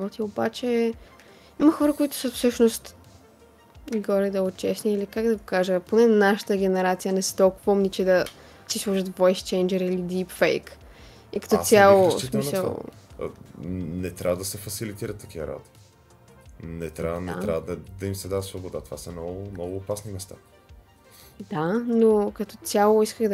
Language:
Bulgarian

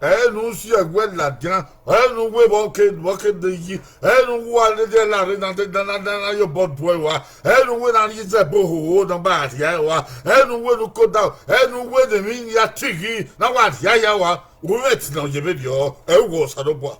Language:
Bini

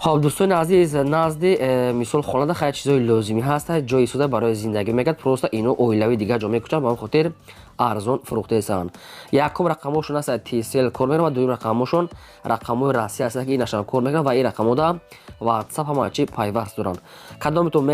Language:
Tajik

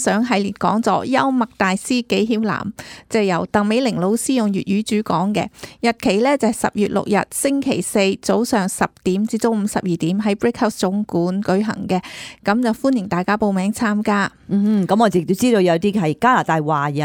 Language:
Cantonese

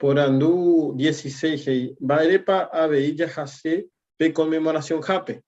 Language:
Guarani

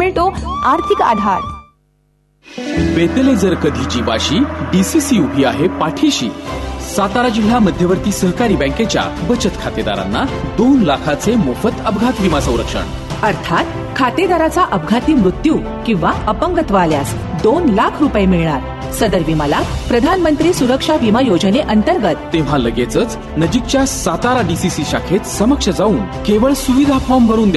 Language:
Marathi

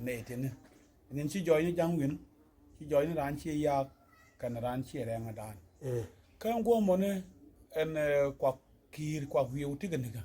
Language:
Nuer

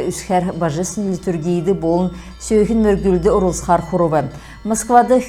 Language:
Kalmyk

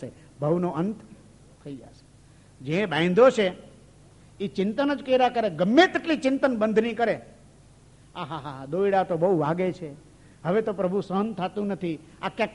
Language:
Gujarati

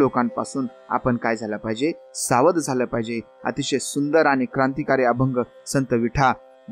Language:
Marathi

